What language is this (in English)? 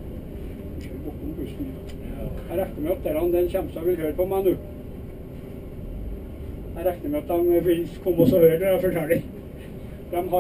Norwegian